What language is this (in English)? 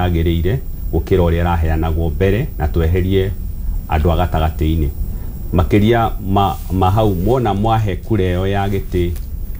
Kikuyu